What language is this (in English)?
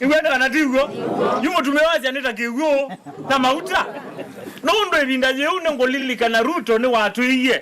Kamba